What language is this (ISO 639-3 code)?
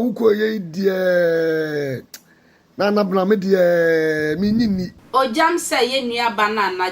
aka